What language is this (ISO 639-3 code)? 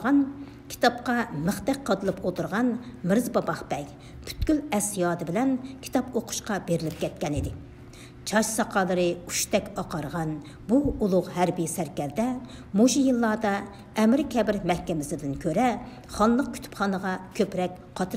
uig